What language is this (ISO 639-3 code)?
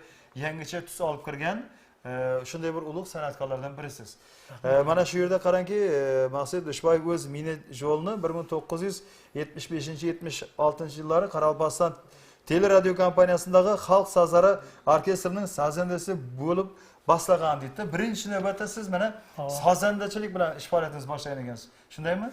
kaa